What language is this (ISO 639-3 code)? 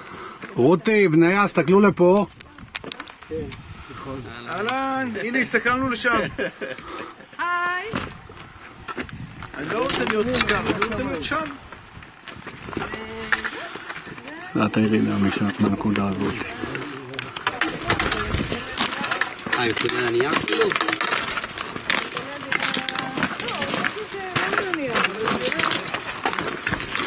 heb